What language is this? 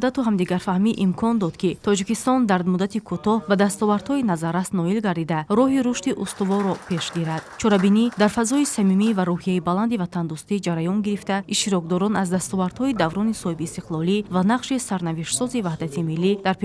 Tajik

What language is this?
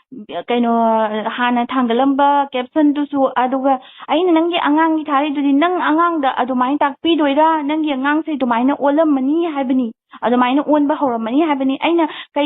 Manipuri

